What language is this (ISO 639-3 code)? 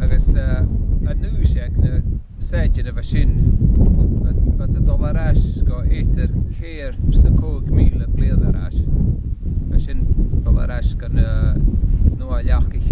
gla